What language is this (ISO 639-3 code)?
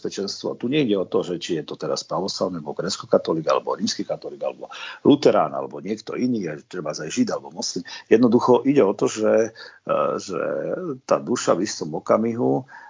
slk